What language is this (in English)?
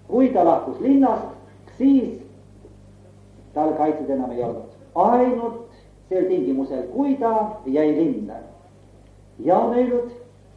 Estonian